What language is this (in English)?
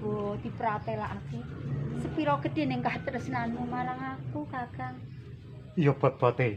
Javanese